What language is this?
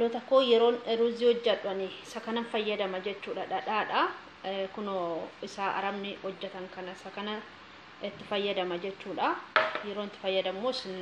Oromo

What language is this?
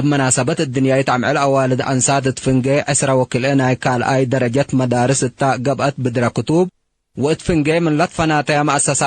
Tigre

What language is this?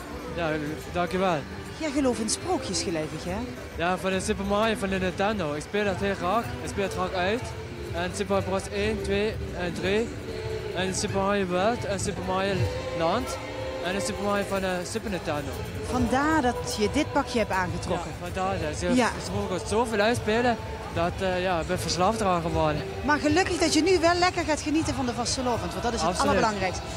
Limburgish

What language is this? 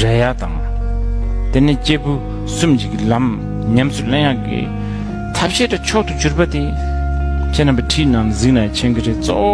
Tibetan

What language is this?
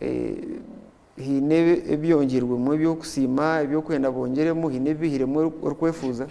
Nyankole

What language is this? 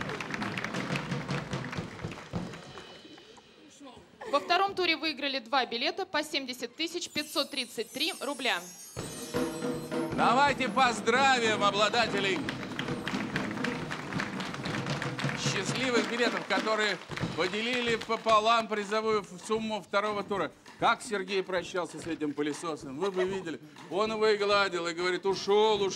Russian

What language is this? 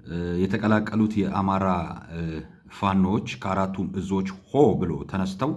Amharic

